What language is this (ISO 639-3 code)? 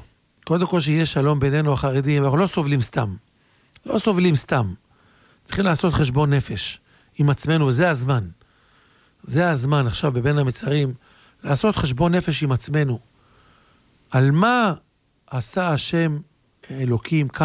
heb